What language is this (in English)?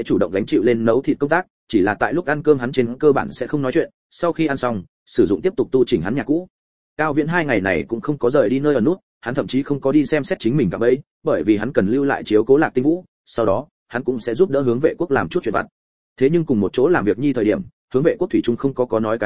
Vietnamese